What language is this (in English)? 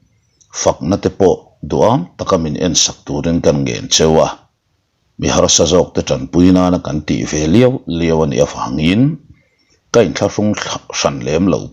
Mizo